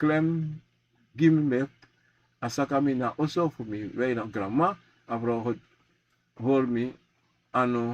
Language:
Sranan Tongo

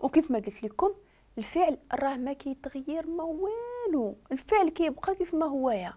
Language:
Moroccan Arabic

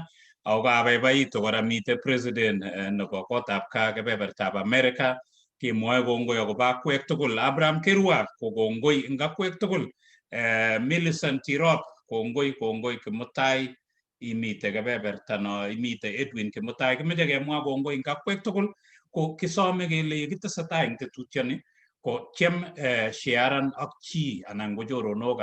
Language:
Kalenjin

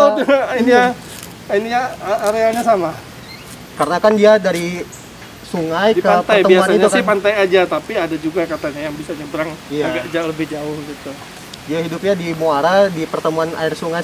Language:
Indonesian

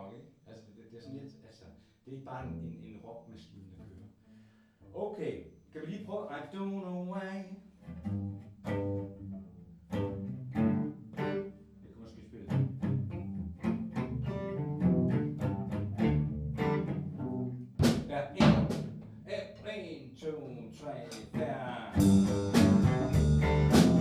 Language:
Danish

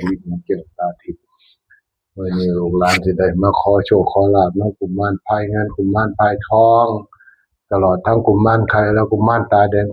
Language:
Northeastern Thai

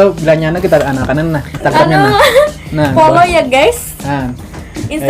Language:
Banjar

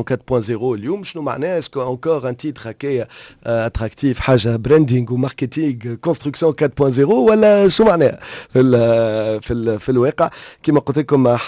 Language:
Tunisian Arabic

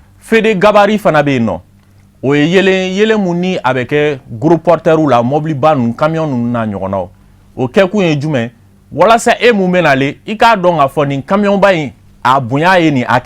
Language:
Bambara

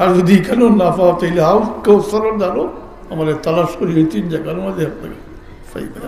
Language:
Sylheti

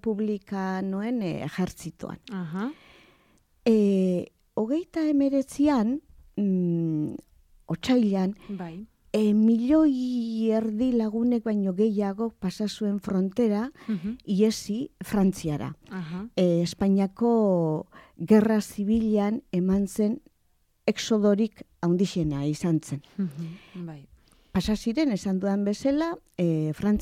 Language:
Basque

